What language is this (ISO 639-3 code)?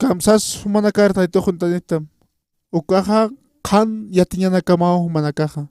aym